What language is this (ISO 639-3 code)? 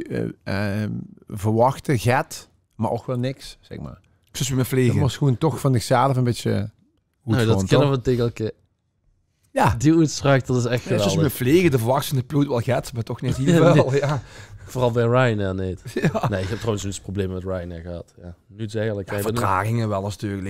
lim